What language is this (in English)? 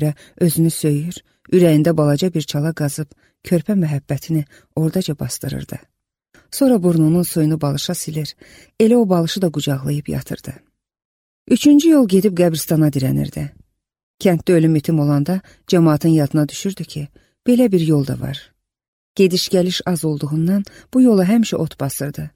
Azerbaijani